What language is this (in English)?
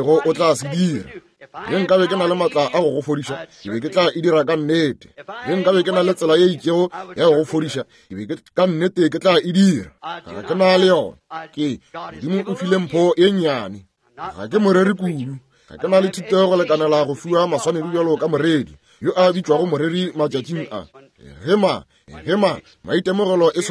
Northern Sotho